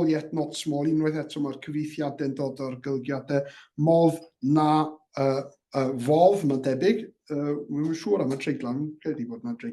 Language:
Welsh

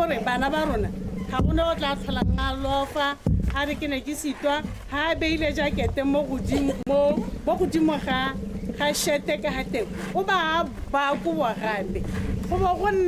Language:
Tswana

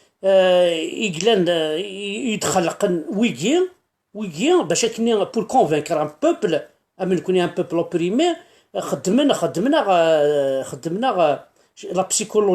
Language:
Kabyle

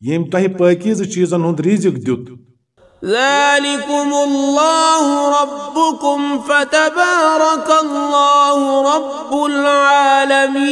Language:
Kashmiri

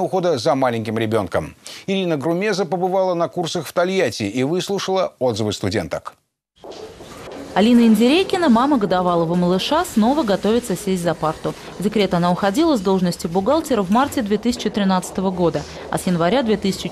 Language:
Russian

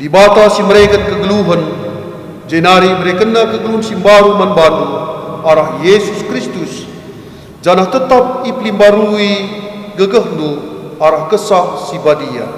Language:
Batak Karo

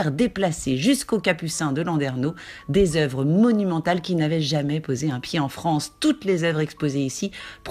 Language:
French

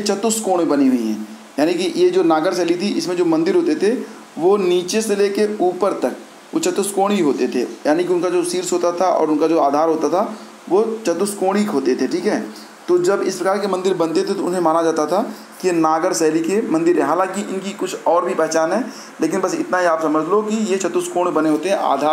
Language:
Hindi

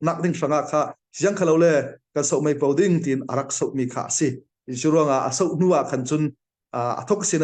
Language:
Falam Chin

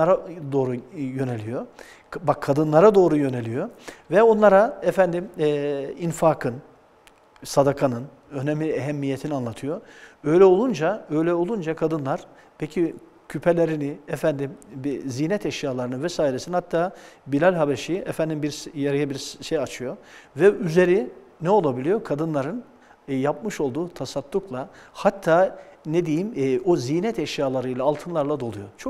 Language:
Turkish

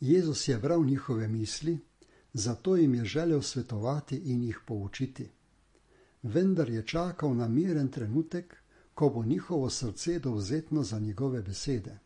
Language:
Slovenian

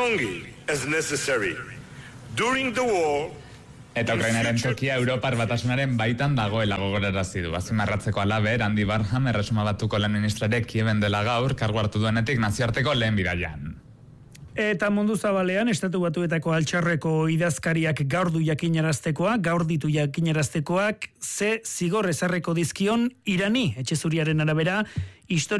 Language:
Basque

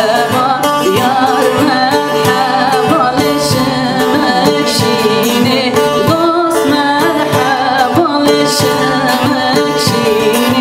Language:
Kurdish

